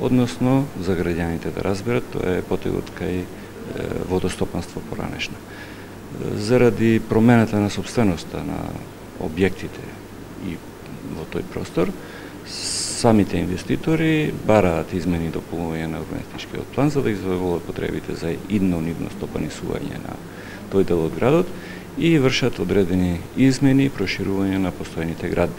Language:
Macedonian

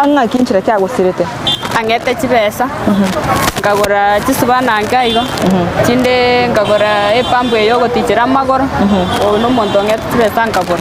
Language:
Gusii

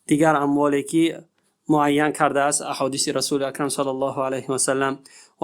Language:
Tajik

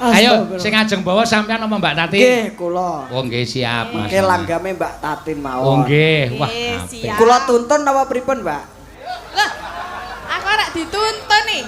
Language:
Javanese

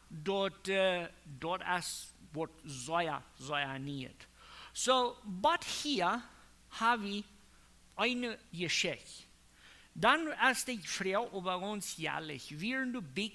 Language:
Plautdietsch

